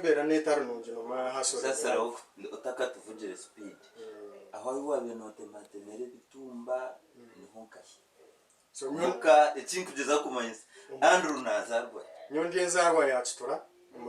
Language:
Nyankole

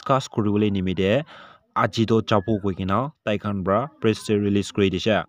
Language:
Naga Pidgin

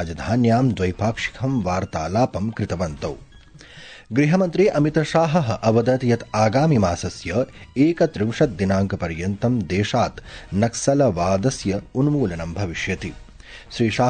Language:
Sanskrit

